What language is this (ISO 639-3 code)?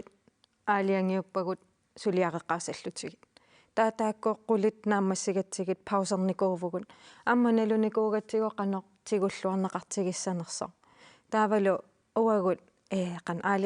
kal